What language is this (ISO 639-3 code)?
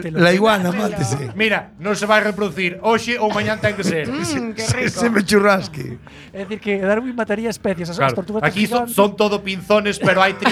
glg